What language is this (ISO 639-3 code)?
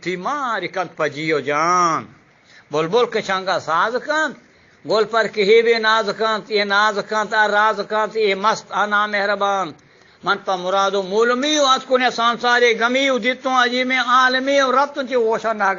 bgp